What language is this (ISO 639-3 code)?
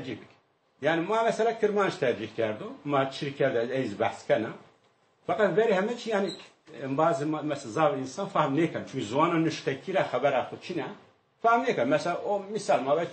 zza